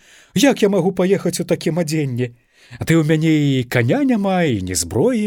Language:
Belarusian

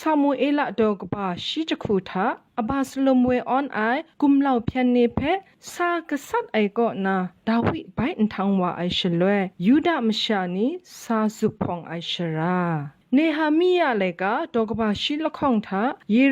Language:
Kachin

